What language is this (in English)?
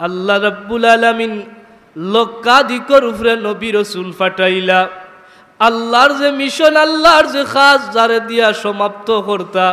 Sylheti